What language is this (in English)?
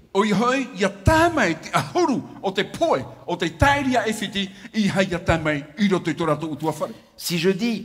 Tahitian